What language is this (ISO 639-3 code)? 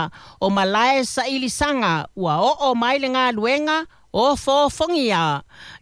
smo